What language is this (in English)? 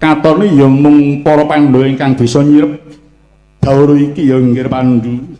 Javanese